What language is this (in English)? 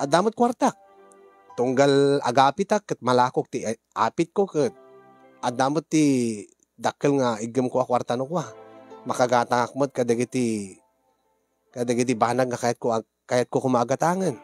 Iloko